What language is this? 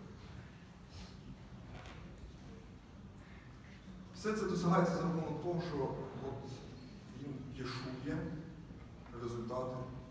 Ukrainian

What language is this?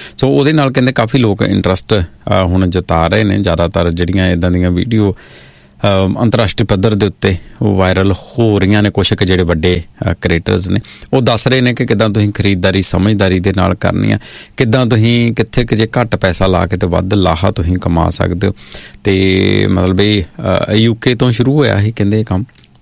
Punjabi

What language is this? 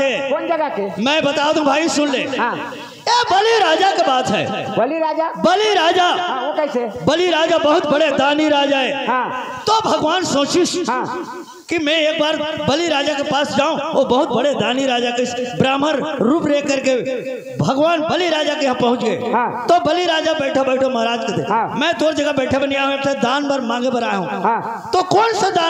Chhattisgarhi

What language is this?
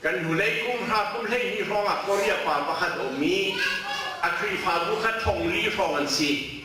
Hakha Chin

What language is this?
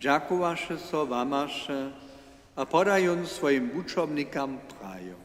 Upper Sorbian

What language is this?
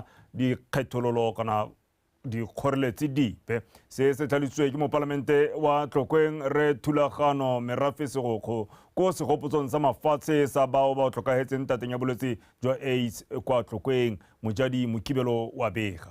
Tswana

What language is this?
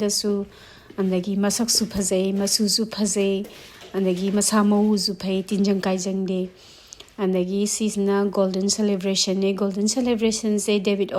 Manipuri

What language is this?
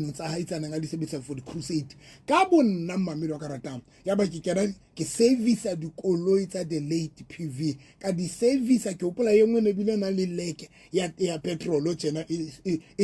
Southern Sotho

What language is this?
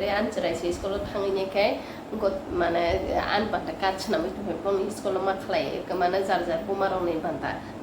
Kok Borok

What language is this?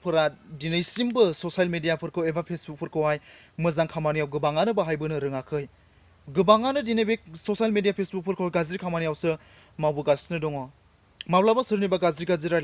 Bodo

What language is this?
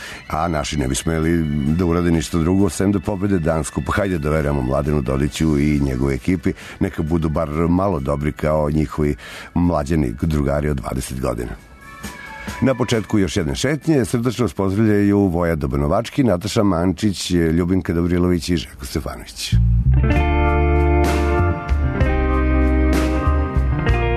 Serbian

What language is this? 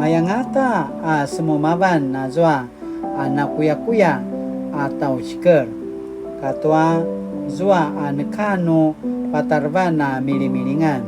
Paiwan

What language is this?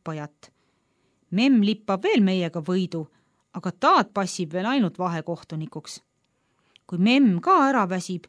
Estonian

